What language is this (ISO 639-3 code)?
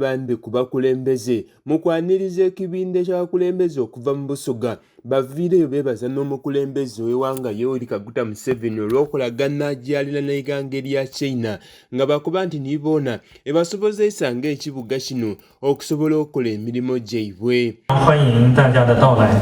xog